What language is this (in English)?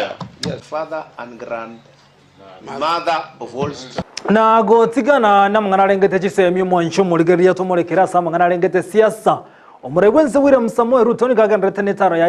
Gusii